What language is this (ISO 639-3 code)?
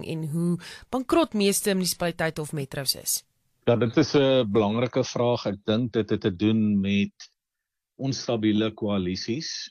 afr